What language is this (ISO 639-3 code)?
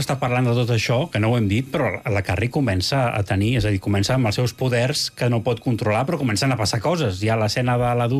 cat